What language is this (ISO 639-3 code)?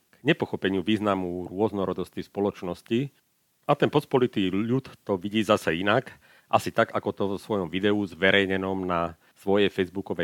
slk